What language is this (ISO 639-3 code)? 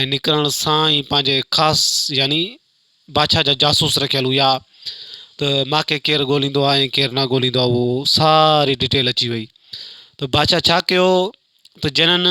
snd